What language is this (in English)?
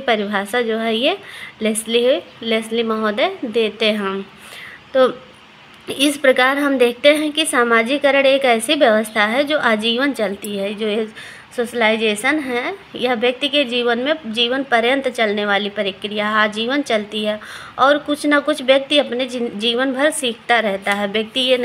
Hindi